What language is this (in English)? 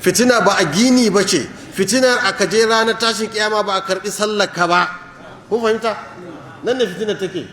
Hausa